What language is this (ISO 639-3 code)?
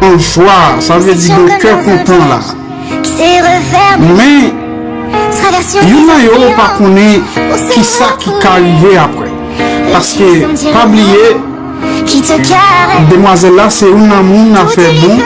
hat